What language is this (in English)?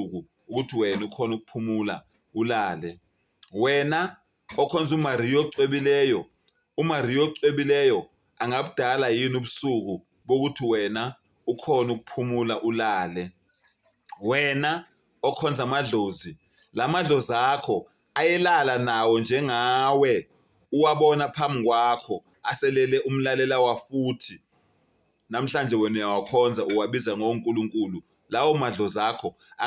Zulu